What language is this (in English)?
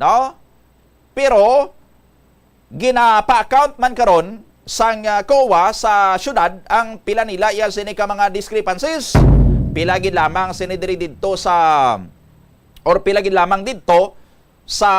Hiligaynon